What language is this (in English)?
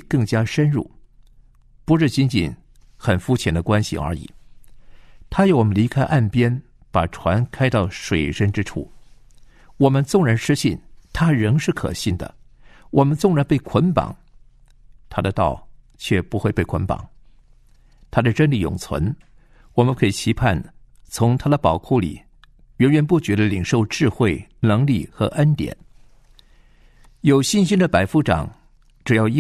Chinese